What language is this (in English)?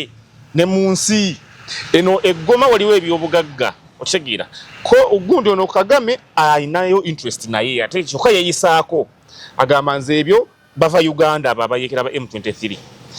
Ganda